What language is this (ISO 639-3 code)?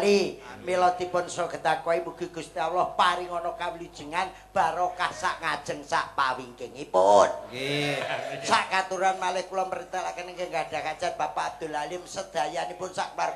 jav